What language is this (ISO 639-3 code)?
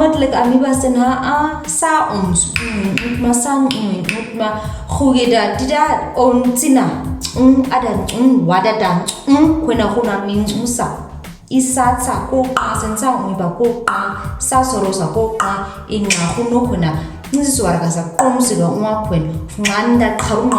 naq